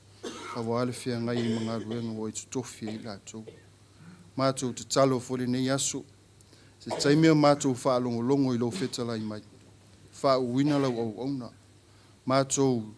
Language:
Samoan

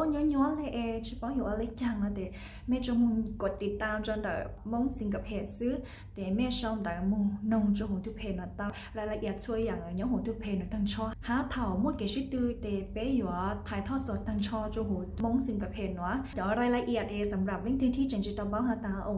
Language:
Hmong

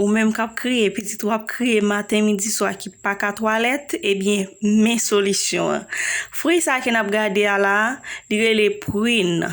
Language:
Haitian Creole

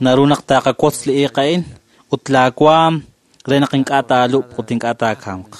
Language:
Kekchí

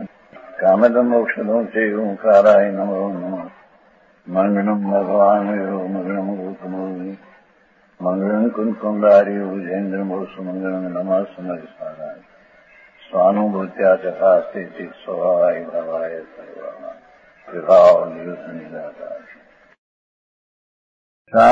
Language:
Gujarati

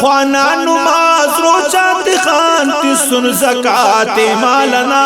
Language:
Brahui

